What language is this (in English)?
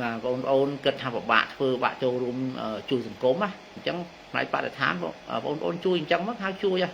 Khmer